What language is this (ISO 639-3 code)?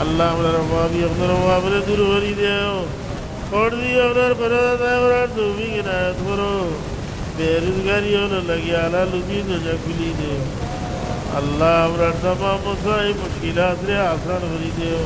syl